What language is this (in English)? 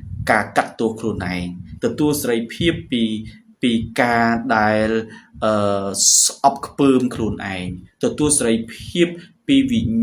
Khmer